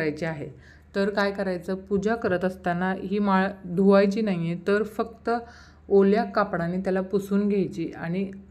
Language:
Marathi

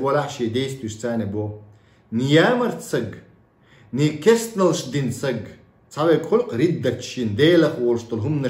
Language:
Chechen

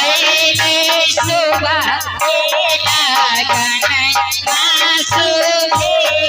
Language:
Maithili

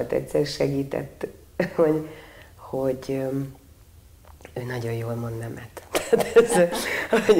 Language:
Hungarian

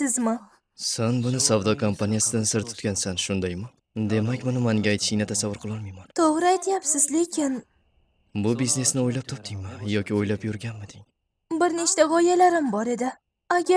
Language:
Uzbek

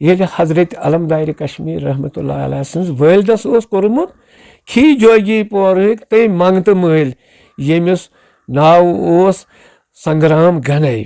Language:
Kashmiri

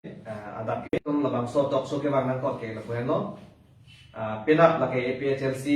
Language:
Karbi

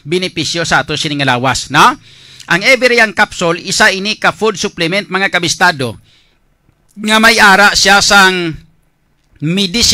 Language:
Hiligaynon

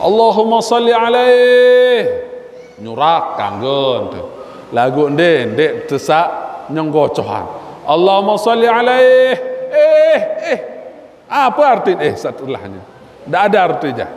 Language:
Sasak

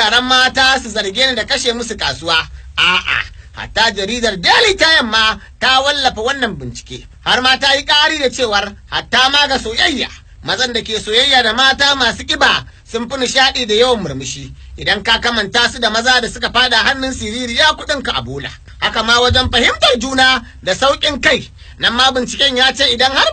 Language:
Hausa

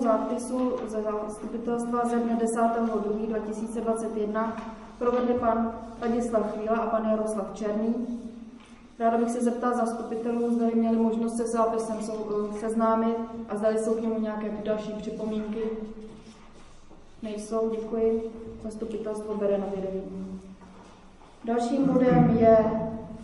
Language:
Czech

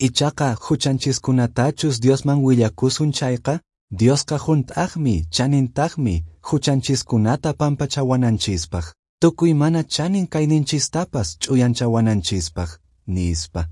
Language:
Quechua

